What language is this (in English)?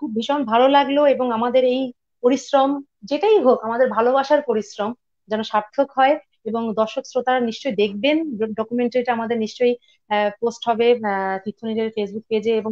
Bangla